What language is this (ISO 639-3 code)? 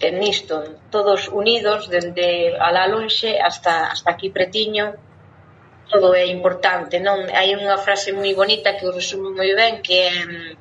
glg